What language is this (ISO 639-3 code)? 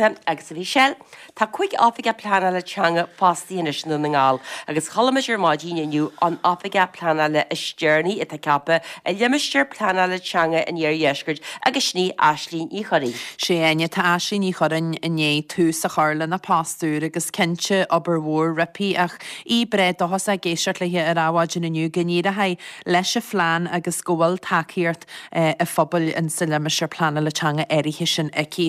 gle